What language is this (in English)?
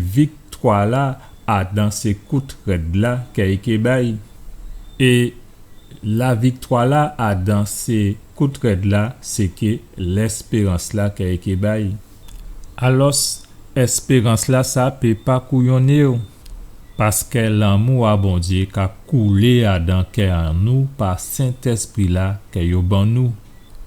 Guadeloupean Creole French